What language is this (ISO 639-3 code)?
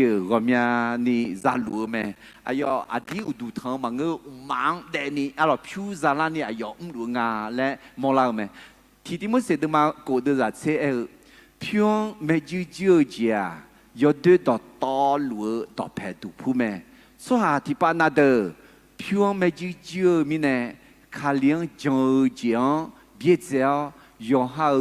ahk